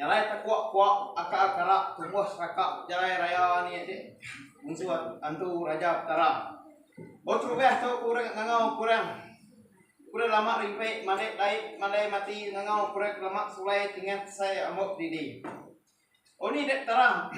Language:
Iban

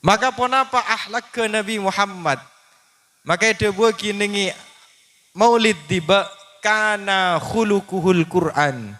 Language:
Madurese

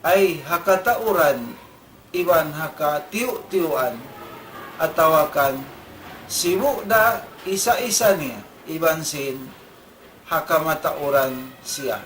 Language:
Tausug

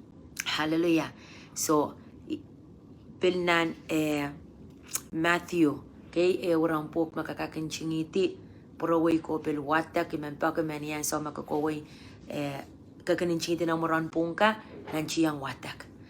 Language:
Pohnpeian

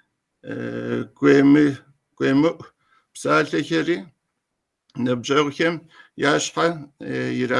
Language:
Kabardian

